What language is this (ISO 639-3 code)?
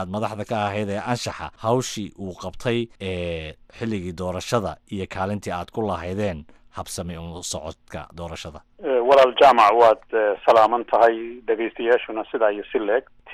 som